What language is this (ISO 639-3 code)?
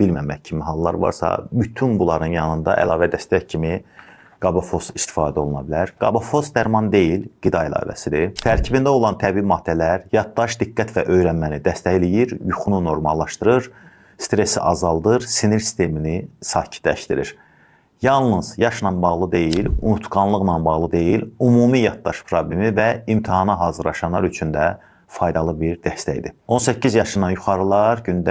aze